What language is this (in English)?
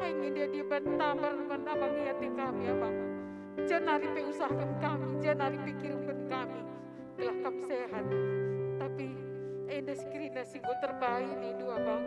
Batak Karo